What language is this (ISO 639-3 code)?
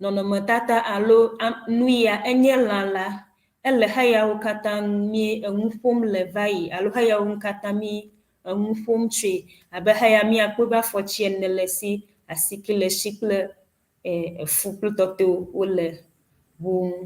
ewe